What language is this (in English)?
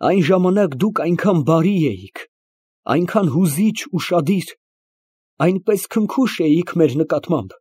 Armenian